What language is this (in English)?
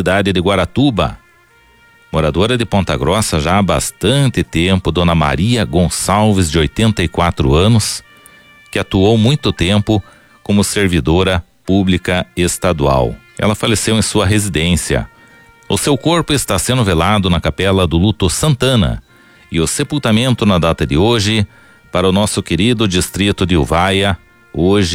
Portuguese